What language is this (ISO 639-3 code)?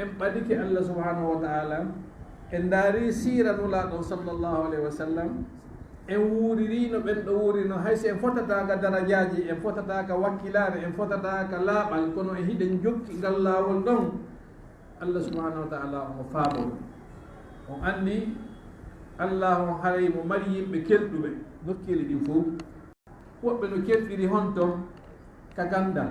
ful